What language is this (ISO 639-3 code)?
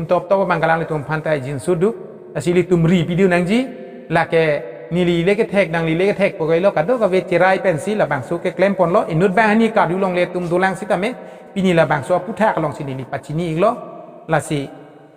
mjw